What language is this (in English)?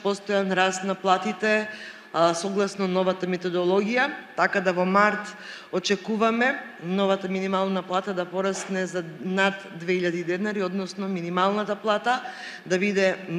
Macedonian